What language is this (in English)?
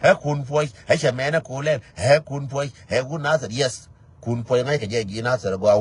Nuer